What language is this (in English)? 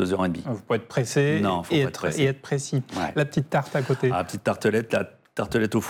French